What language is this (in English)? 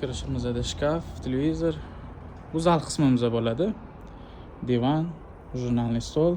Uzbek